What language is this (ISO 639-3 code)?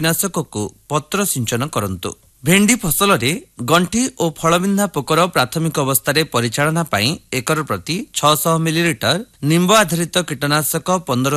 ori